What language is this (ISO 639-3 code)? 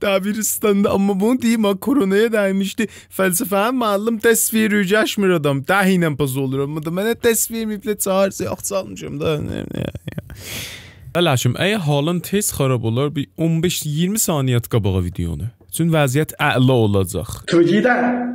azb